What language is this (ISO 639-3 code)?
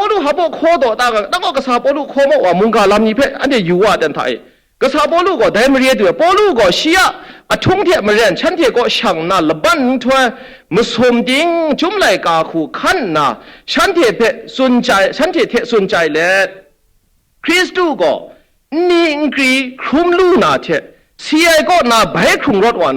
kac